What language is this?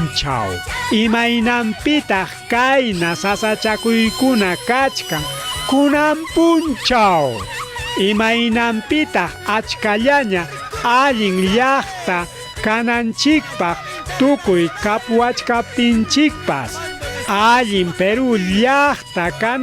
Ayacucho Quechua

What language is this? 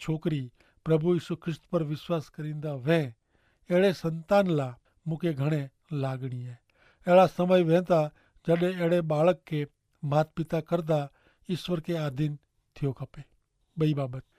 Kachhi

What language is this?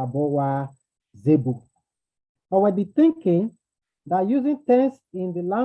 Bini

